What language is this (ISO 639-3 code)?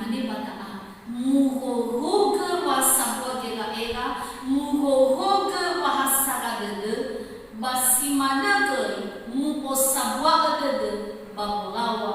nia